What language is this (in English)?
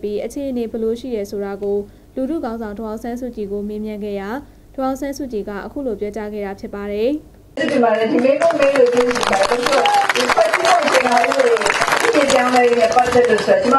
Burmese